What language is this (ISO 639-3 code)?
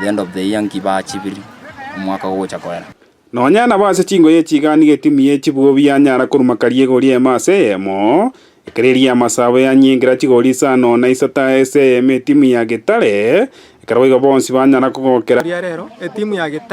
guz